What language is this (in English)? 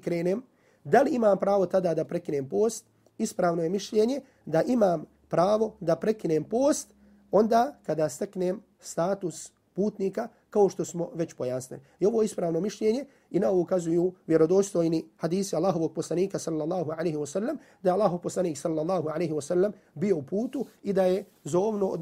Bosnian